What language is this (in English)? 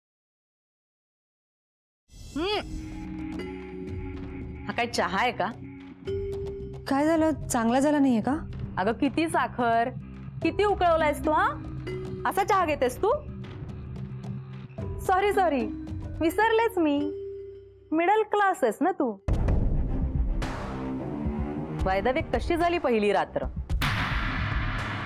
Marathi